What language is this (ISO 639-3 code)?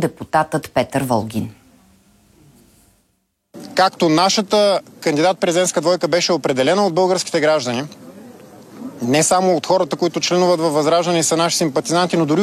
bul